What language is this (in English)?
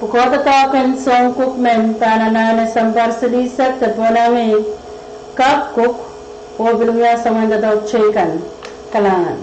Pohnpeian